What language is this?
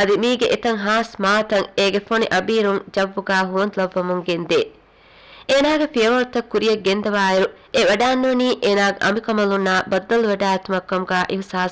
Divehi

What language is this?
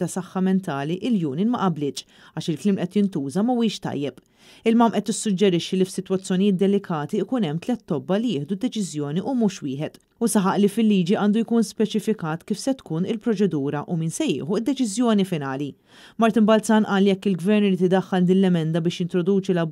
Maltese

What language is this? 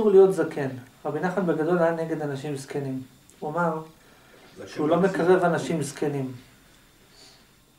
Hebrew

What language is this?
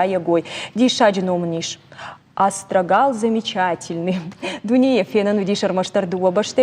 Ossetic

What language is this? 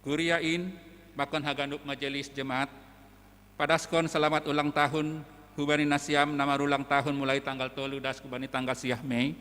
Batak Simalungun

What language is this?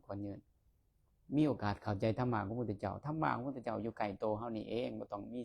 Lao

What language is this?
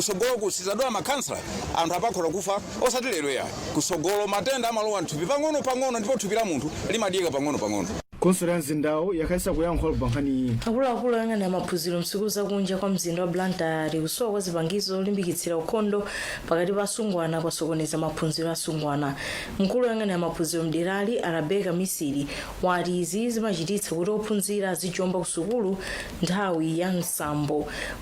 Nyanja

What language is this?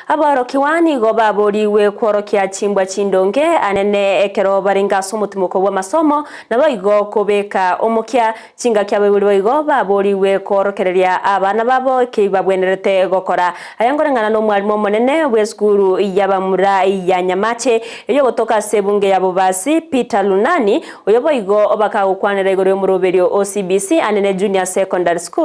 Gusii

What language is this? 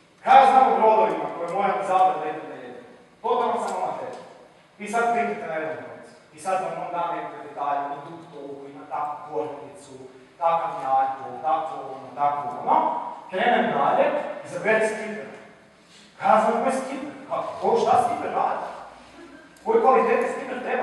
Croatian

